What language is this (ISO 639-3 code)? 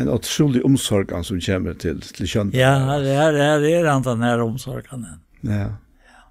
fao